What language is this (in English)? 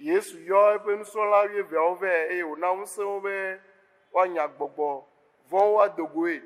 Ewe